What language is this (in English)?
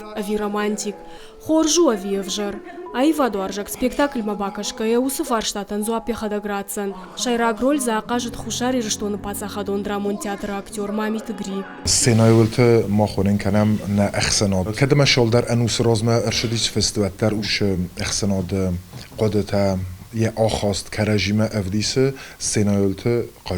Ossetic